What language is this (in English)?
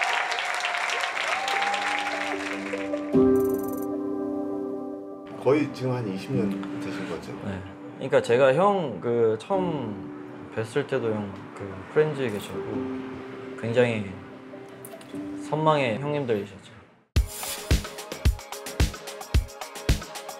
Korean